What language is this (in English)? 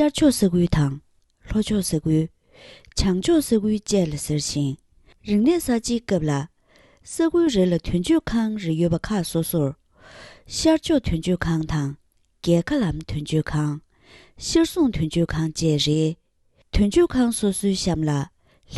Tibetan